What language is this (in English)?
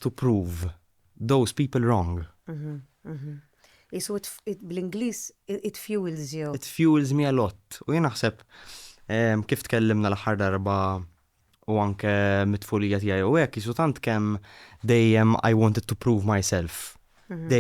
Maltese